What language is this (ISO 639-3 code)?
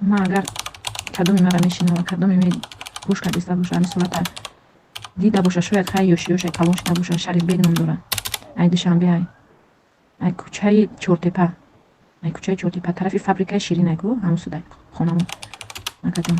tgk